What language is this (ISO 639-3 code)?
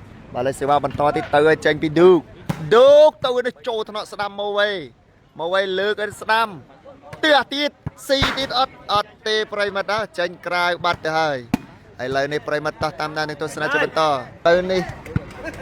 khm